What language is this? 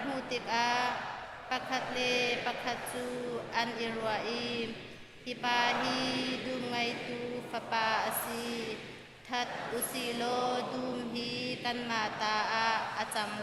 Hakha Chin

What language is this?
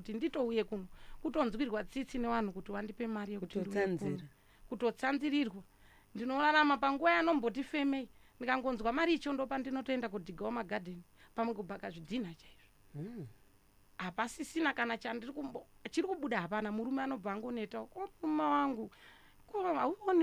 Shona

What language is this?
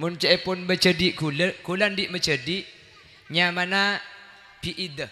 Madurese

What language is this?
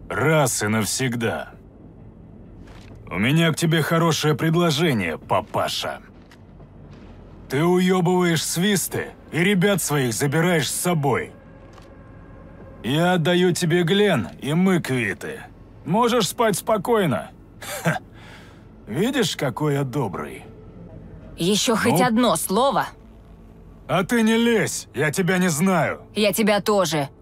Russian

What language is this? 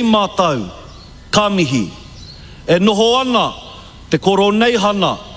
Māori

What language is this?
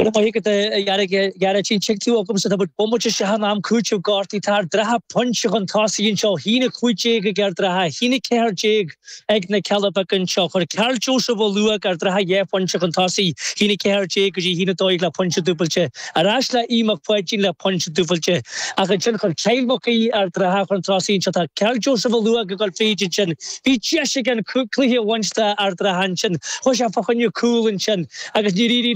Irish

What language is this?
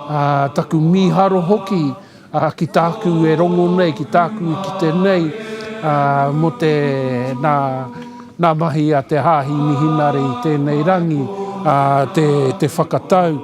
Māori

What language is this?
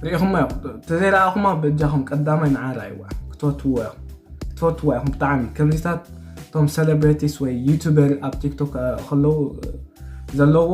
Tigrinya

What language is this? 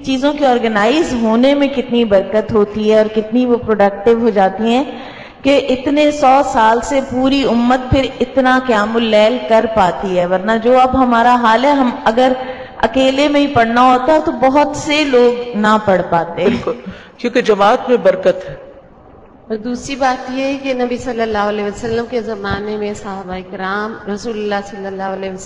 Urdu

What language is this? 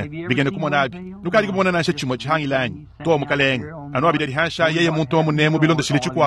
Luba-Lulua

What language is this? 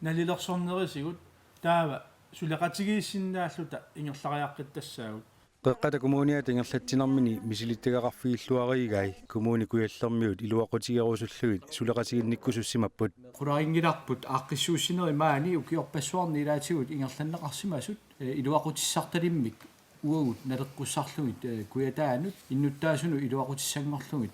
Kalaallisut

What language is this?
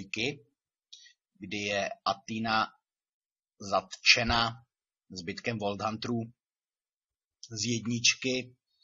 Czech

